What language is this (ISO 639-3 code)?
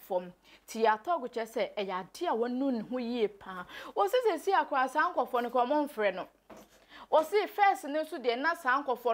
aka